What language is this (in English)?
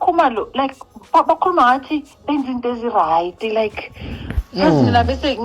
Zulu